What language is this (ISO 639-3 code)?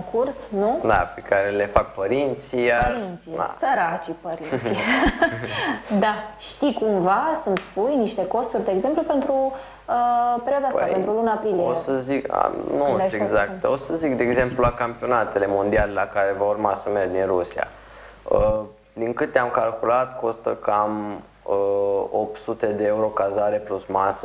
ron